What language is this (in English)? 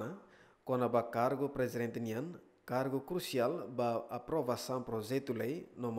Tetum